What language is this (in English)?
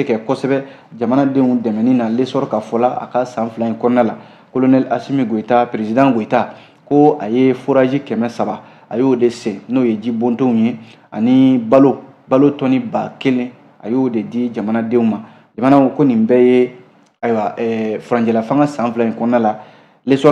Bambara